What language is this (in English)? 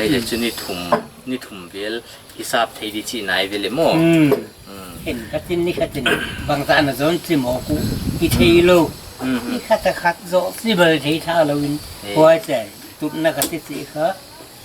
Paite Chin